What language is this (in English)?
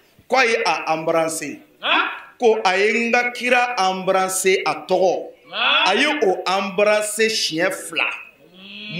Bambara